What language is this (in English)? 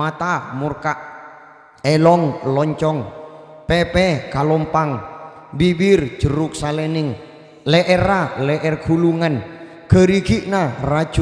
Madurese